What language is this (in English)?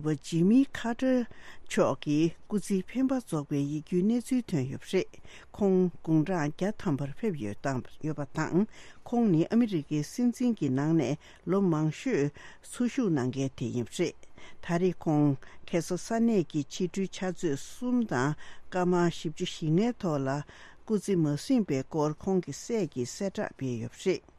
Tibetan